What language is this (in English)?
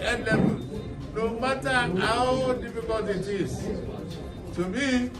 Nigerian Pidgin